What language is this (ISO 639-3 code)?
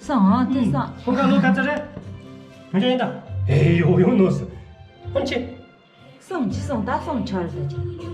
bod